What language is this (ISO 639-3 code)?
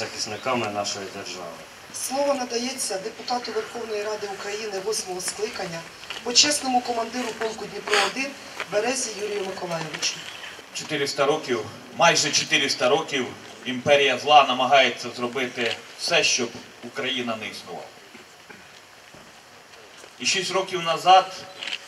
ukr